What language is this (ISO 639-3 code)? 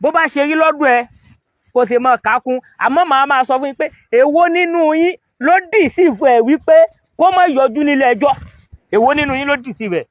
yor